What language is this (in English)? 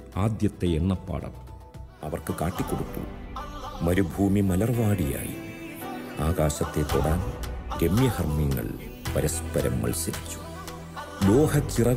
Malayalam